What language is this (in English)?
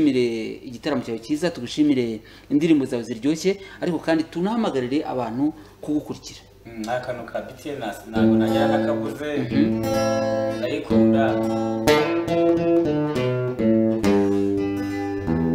Kinyarwanda